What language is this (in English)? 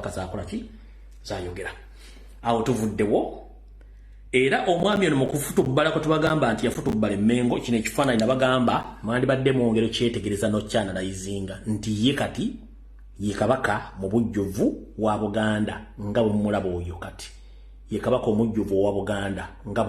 Ganda